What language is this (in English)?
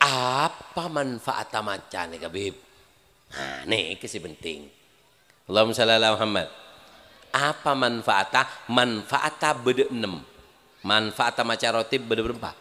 Madurese